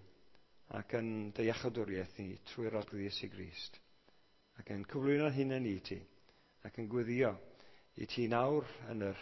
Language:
Welsh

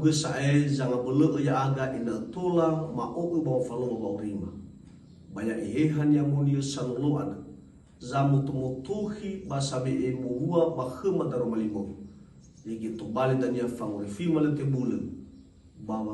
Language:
Nias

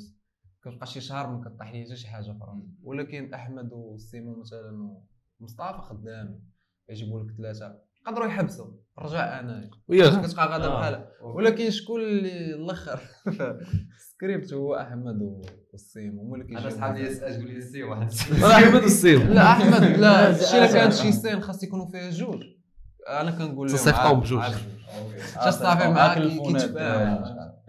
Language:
Moroccan Arabic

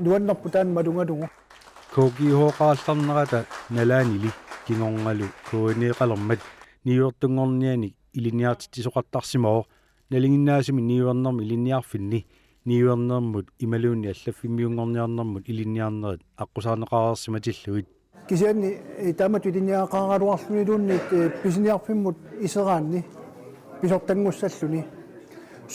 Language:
Kalaallisut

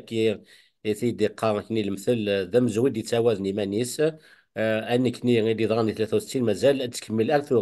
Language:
Kabyle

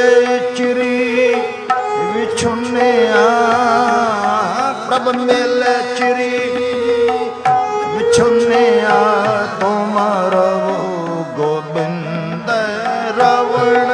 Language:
Punjabi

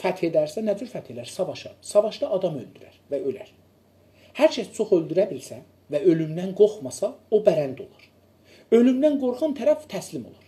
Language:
South Azerbaijani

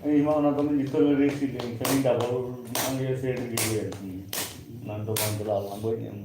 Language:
Santali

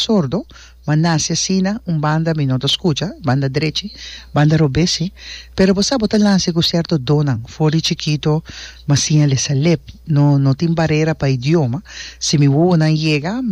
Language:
Papiamento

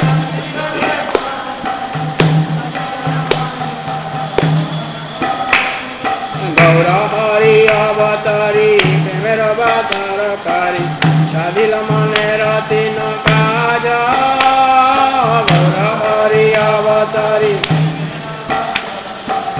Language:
Odia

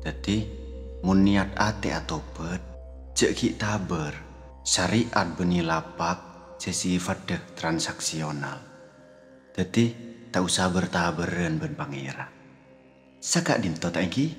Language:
Madurese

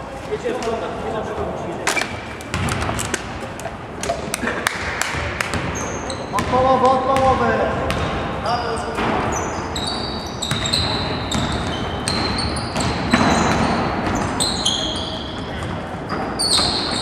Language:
Polish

